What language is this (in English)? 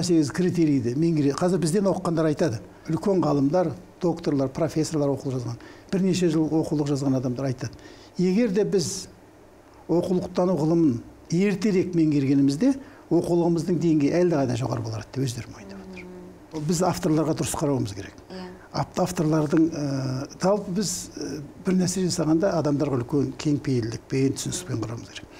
Kazakh